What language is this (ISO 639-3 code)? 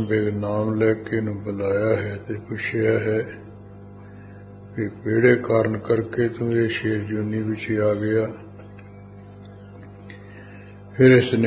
pan